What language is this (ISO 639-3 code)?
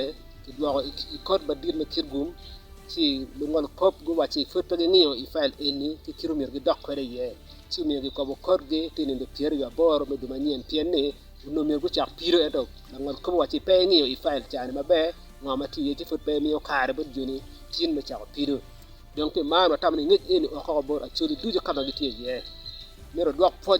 ach